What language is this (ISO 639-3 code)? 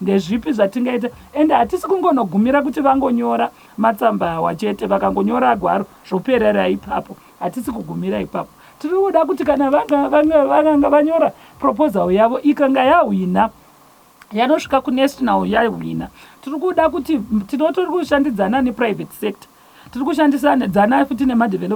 sna